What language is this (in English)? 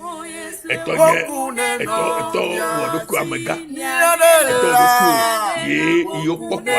Ewe